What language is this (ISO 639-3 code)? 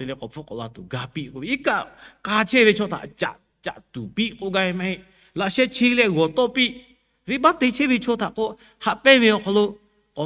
lhu